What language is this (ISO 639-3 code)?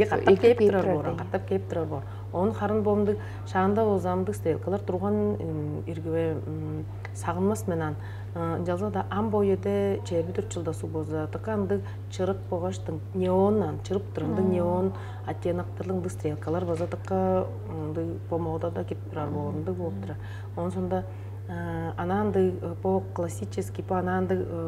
tyv